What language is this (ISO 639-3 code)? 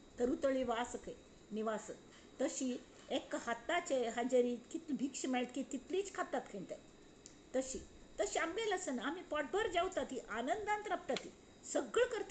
kok